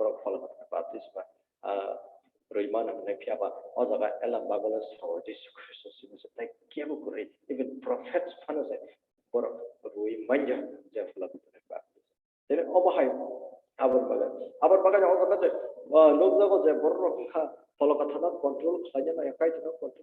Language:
Kok Borok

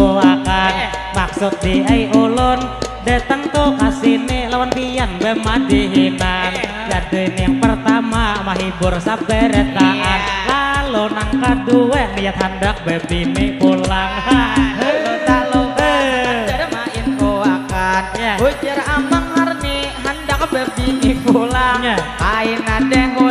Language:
Banjar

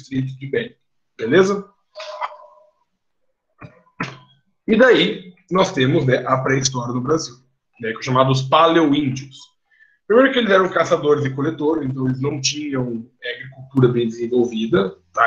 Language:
Portuguese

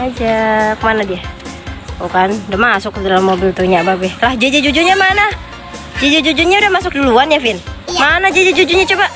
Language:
Betawi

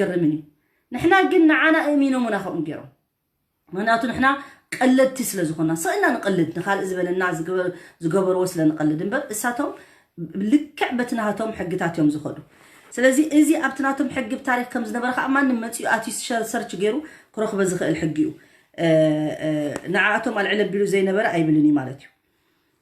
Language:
Tigrinya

